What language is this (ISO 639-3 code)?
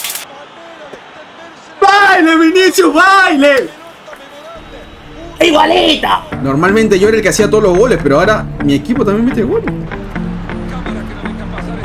spa